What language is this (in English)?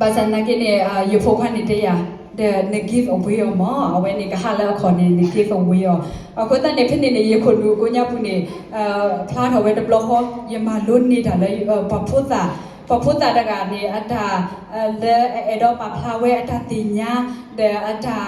S'gaw Karen